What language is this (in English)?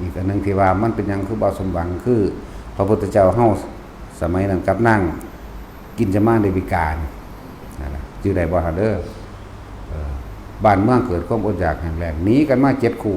Northeastern Thai